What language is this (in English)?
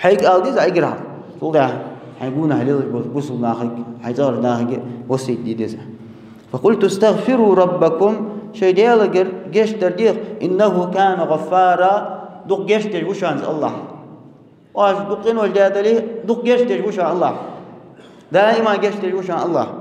Ingush